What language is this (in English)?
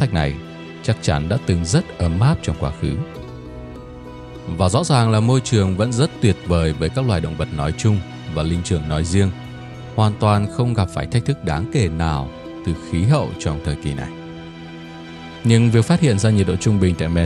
Vietnamese